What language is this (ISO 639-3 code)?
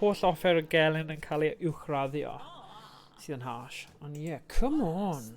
cym